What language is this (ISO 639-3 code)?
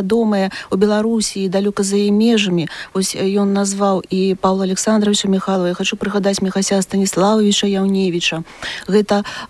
bel